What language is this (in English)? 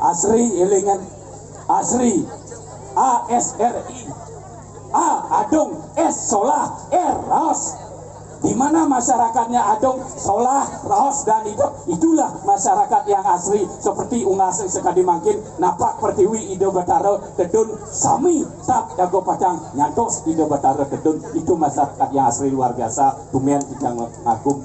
Balinese